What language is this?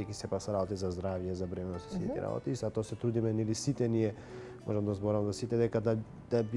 Macedonian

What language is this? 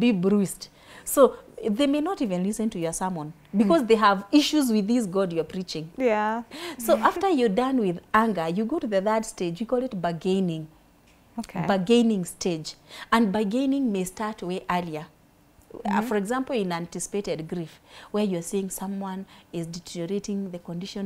English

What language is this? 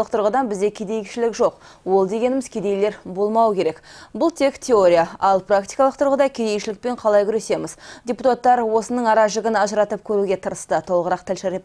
Kazakh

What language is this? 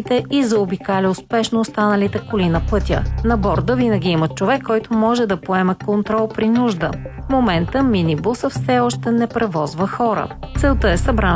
Bulgarian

